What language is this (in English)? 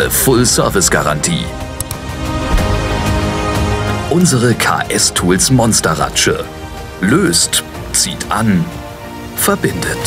German